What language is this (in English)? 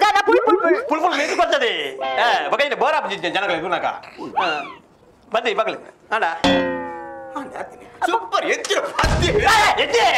Kannada